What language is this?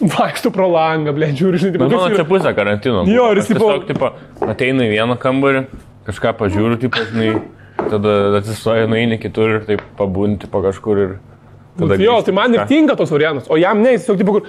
Lithuanian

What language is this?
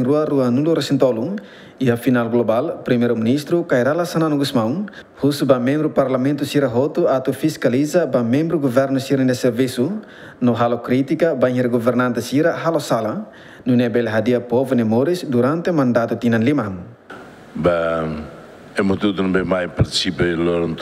Tetum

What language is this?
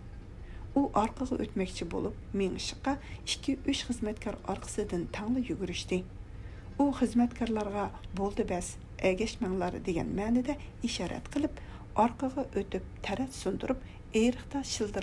Uyghur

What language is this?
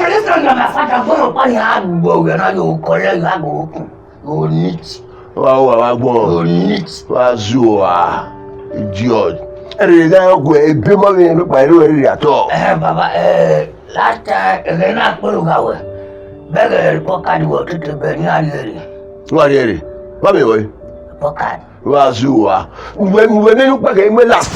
Bini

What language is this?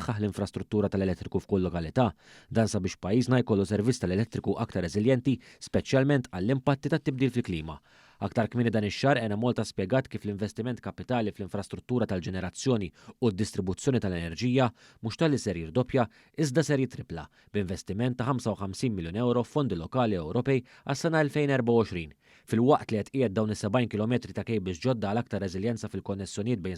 Maltese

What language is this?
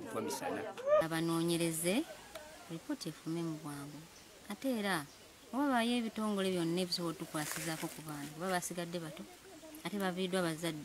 Ganda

